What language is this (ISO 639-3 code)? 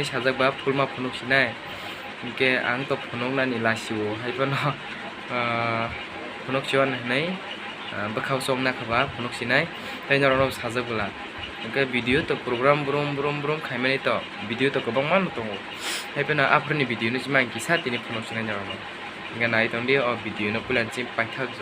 trp